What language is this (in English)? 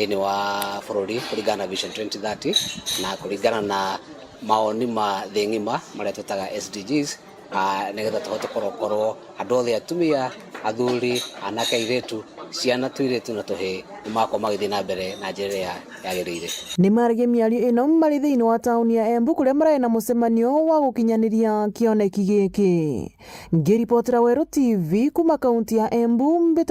Meru